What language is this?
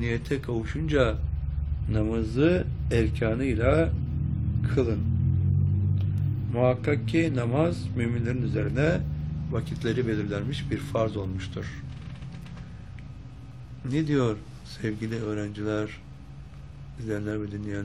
Turkish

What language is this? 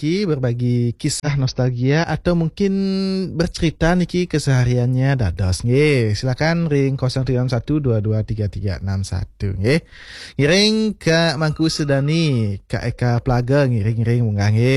Balinese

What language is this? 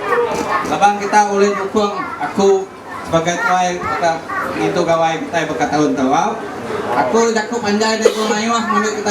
Iban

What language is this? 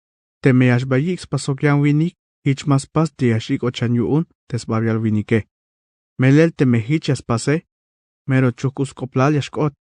Tzeltal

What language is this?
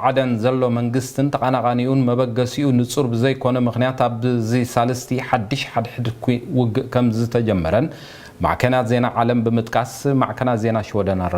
Tigrinya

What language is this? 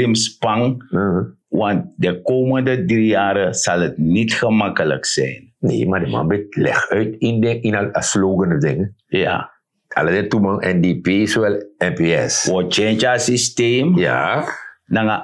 Sranan Tongo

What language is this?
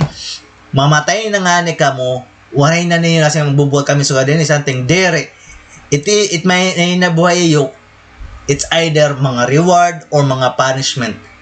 Waray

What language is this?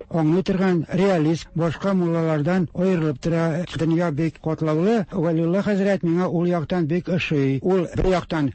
Tatar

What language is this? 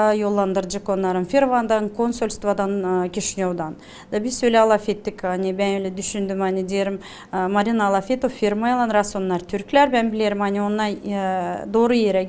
Gagauz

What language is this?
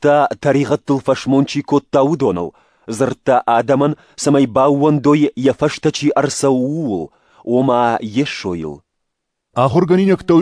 Ossetic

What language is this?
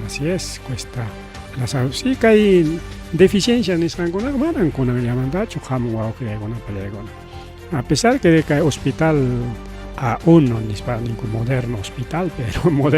Ayacucho Quechua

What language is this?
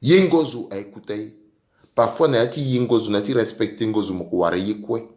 Sango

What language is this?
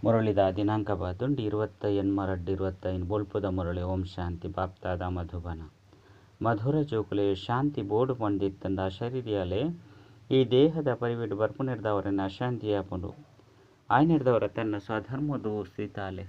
Tulu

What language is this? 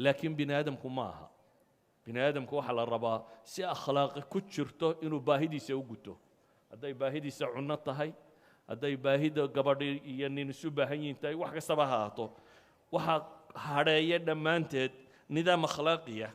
Somali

